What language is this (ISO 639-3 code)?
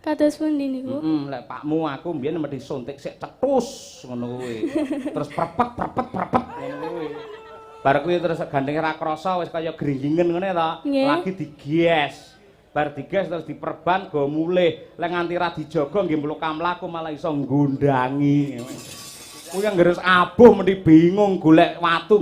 jav